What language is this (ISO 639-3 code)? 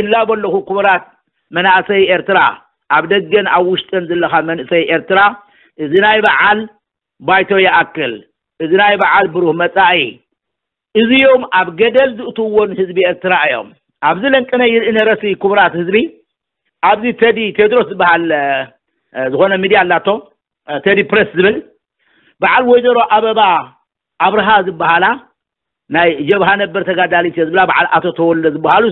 tir